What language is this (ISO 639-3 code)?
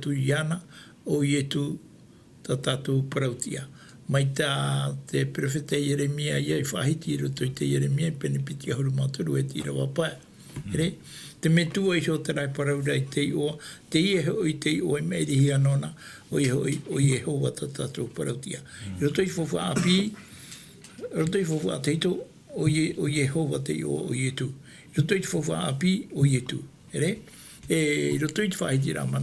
tah